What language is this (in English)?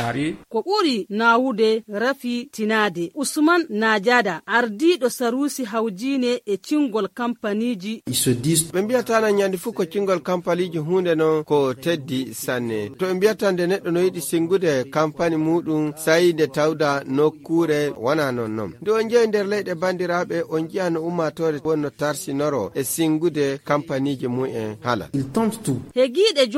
Fula